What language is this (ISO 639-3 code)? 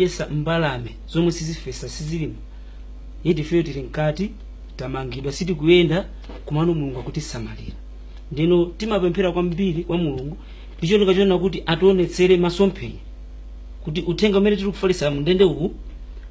nya